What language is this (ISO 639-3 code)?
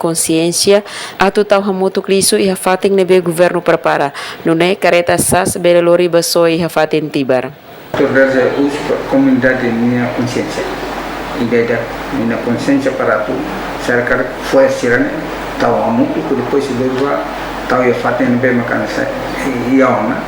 tet